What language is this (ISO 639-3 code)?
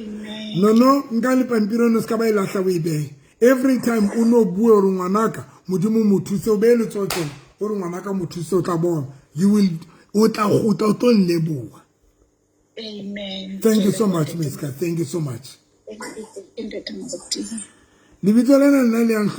sot